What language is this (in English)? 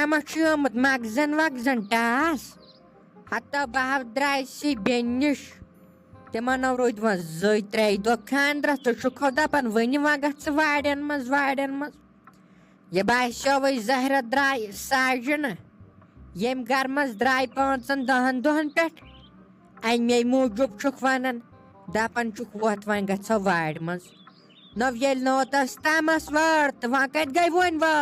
Kashmiri